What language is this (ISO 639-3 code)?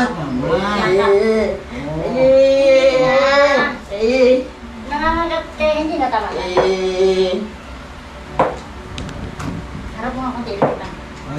fil